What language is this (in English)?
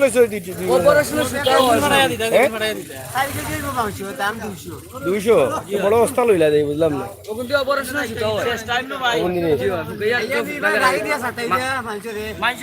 Sylheti